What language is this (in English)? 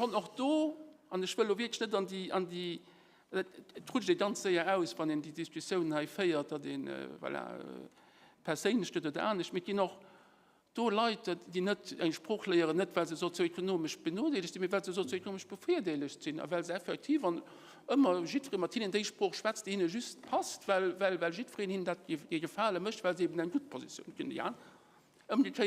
Luxembourgish